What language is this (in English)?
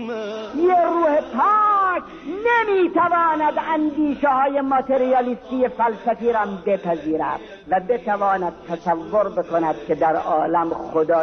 Persian